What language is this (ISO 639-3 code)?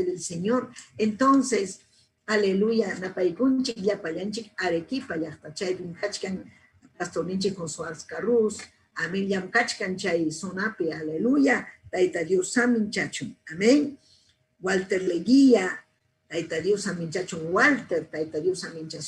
quy